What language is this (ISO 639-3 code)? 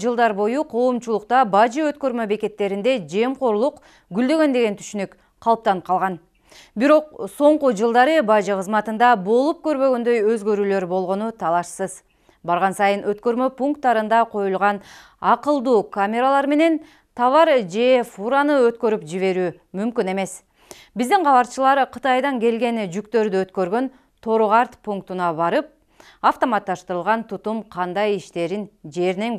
kir